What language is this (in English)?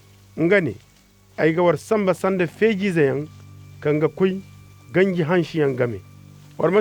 Zarma